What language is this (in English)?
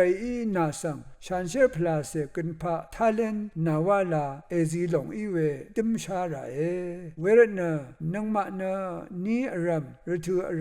Rawang